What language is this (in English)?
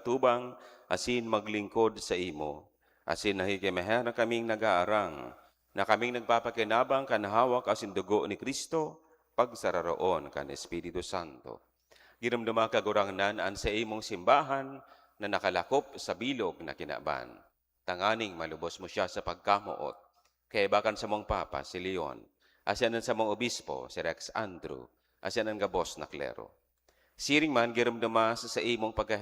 Bikol